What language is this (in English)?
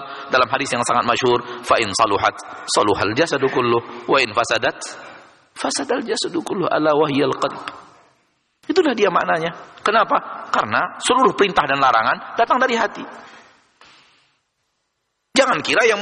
Indonesian